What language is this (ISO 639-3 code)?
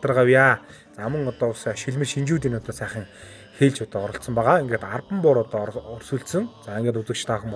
mon